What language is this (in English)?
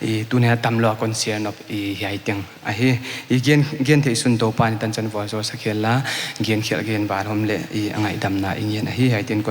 Paite Chin